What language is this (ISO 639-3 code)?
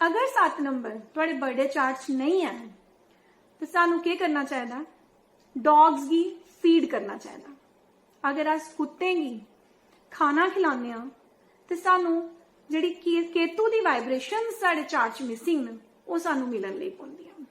doi